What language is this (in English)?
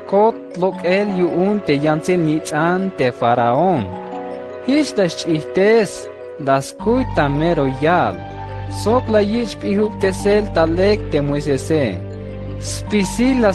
Tzeltal